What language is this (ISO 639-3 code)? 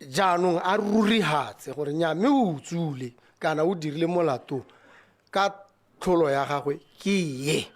tsn